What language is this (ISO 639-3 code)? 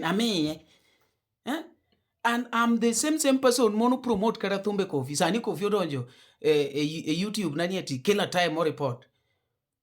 luo